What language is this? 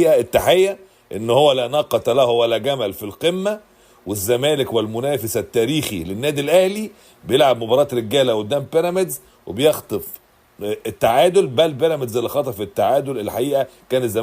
Egyptian Arabic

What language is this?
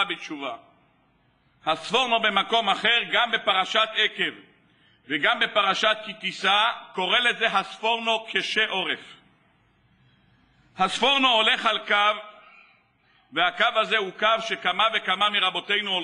Hebrew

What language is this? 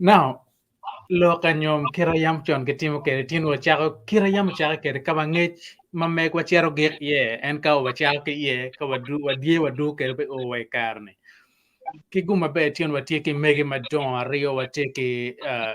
Acoli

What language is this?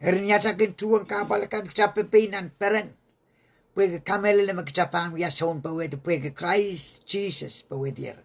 Pohnpeian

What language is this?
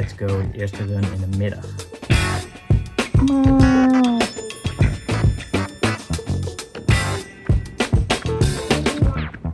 Dutch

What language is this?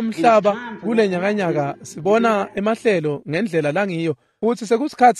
Swati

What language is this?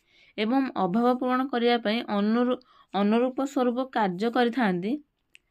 Odia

